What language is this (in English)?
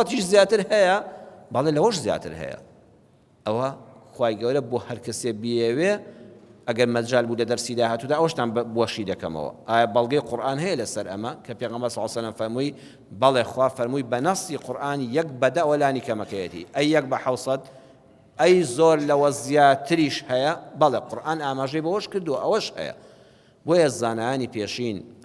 Central Kurdish